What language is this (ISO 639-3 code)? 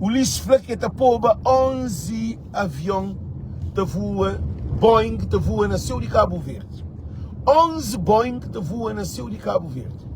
kea